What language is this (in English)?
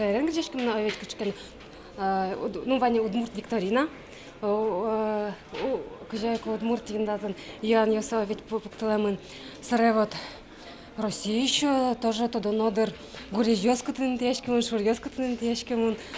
Udmurt